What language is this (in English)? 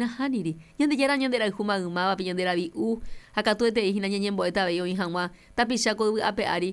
Guarani